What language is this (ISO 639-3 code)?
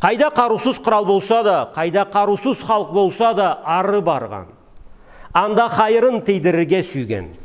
krc